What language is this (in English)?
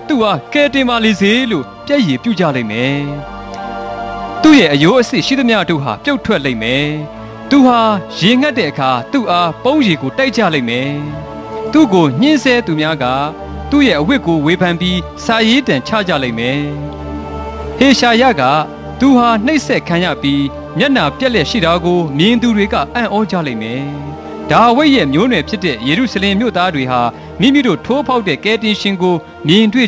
Burmese